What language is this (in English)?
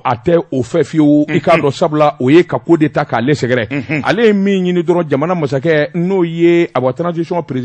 Bambara